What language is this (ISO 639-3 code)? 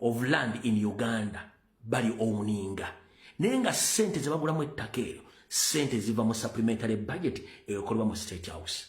lug